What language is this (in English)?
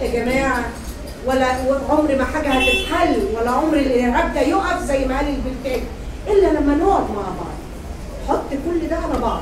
Egyptian Arabic